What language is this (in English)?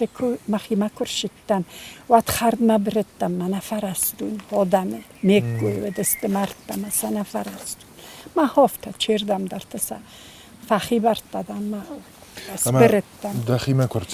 Ossetic